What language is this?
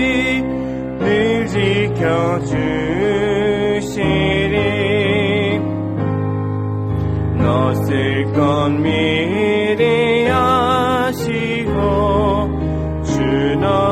Korean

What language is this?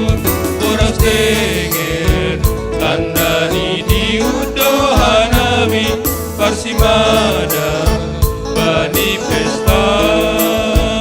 Batak Simalungun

